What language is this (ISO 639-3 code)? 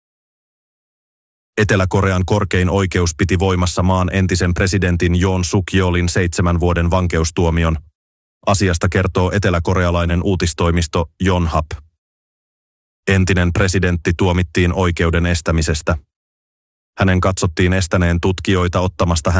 fin